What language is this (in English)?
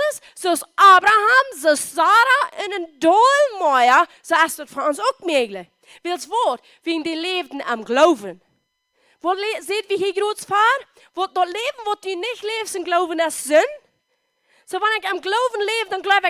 Plautdietsch